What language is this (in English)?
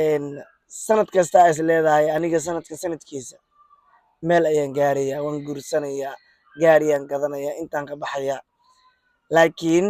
Somali